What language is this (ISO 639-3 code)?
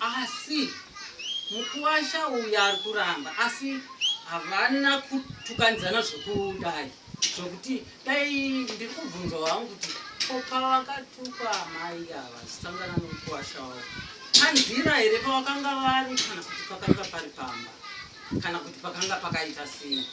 sna